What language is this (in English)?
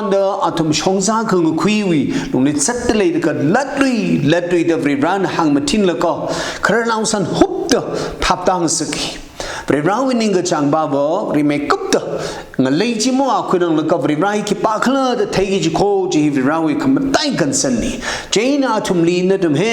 Tangkhul Naga (India)